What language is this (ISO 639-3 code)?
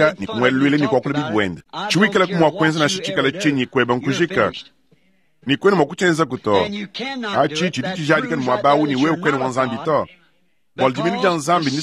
lua